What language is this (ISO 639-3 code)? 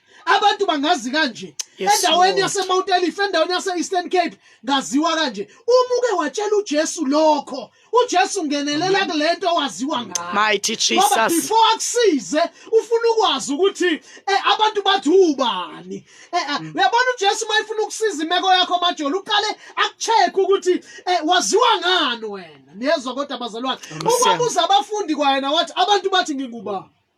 zul